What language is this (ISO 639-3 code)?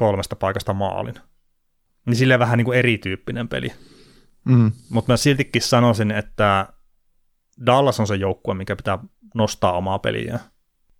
fin